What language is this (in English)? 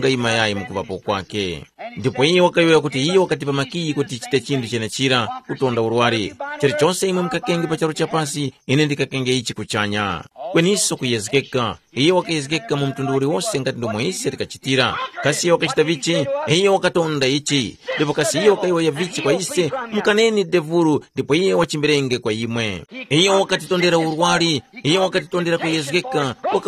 Tumbuka